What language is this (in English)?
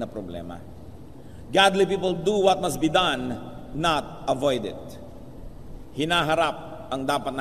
Filipino